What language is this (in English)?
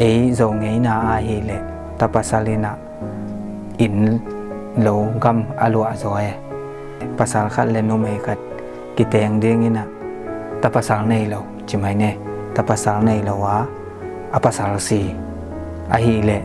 Tedim Chin